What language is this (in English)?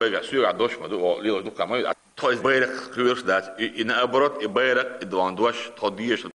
Chechen